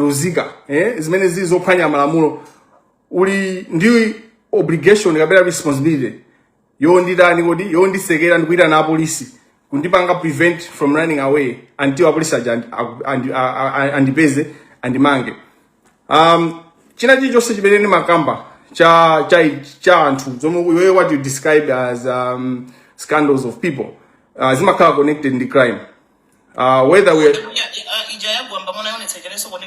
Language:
Nyanja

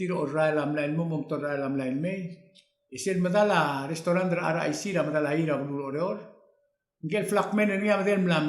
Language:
Palauan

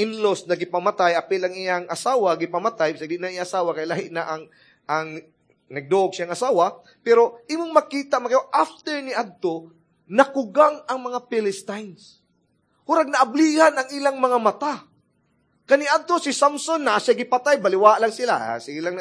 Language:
Cebuano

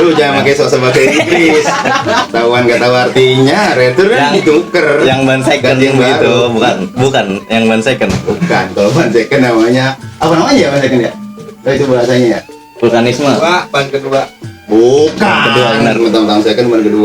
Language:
Betawi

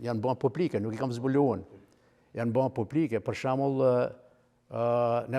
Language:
Albanian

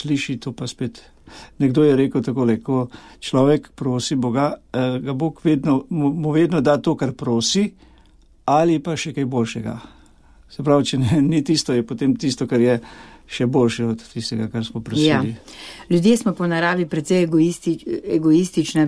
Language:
Slovenian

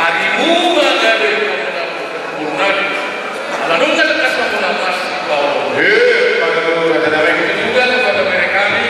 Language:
Batak Toba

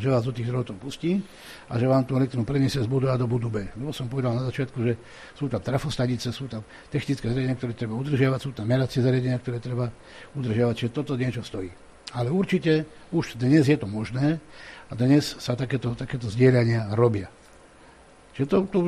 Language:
Slovak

